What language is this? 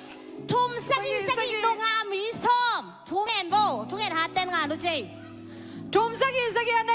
Tedim Chin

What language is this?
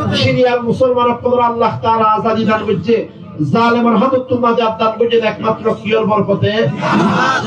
Rohingya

